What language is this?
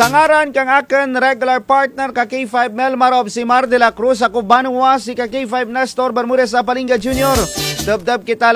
Kinaray-a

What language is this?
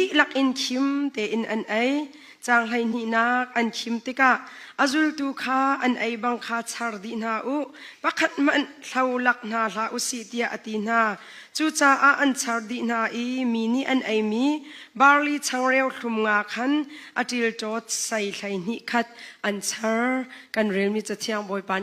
Hakha Chin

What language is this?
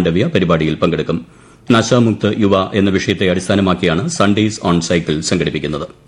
Malayalam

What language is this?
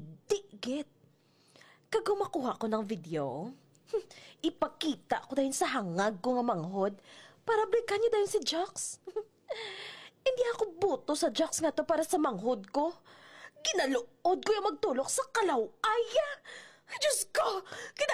Hiligaynon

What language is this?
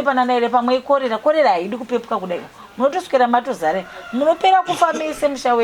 Shona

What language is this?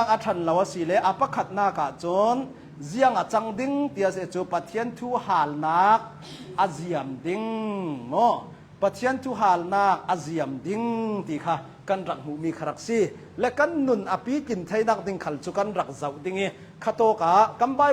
Hakha Chin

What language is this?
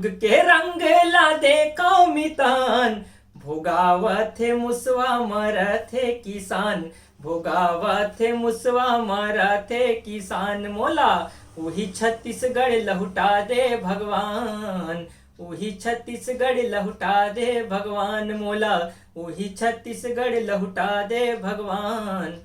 Chhattisgarhi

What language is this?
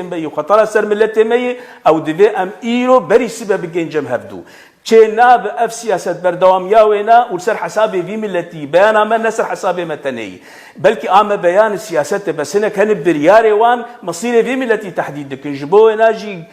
Kurdish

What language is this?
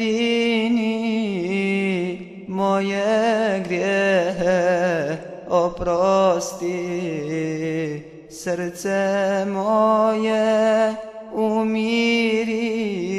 Bosnian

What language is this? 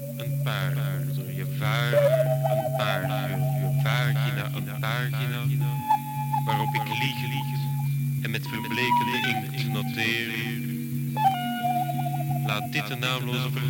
Dutch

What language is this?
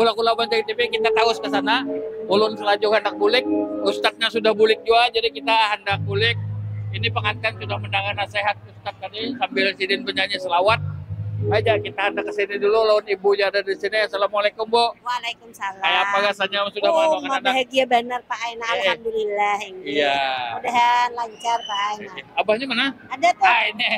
Banjar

